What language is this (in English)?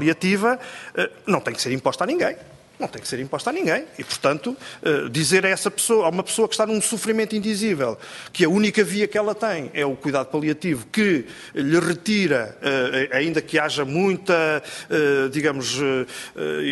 Portuguese